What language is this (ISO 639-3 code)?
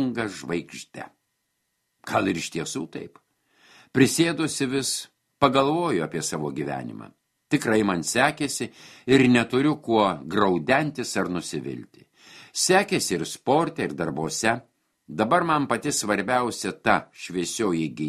lit